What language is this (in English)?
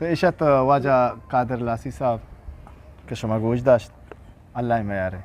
Eastern Balochi